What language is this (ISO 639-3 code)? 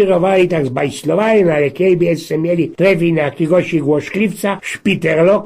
szl